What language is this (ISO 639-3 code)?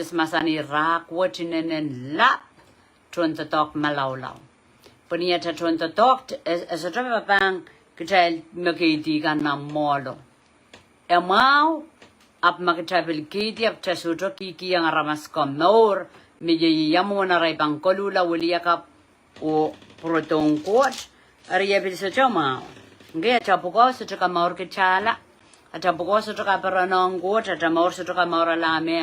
pon